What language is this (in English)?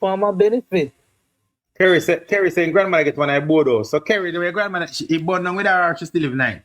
Jamaican Creole English